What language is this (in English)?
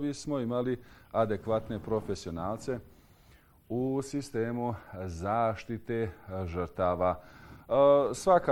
Bosnian